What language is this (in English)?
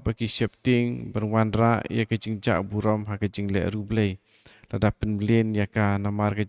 Khasi